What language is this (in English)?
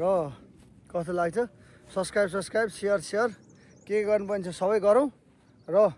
Nepali